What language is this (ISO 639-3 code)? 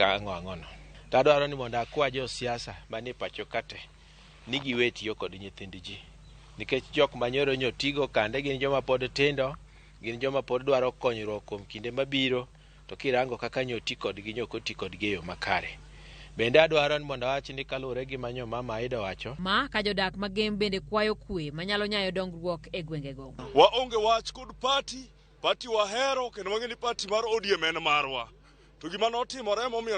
luo